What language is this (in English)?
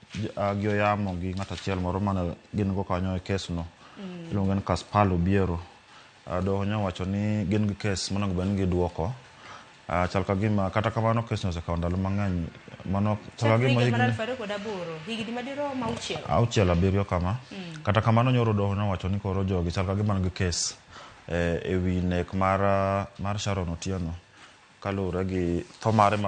Luo (Kenya and Tanzania)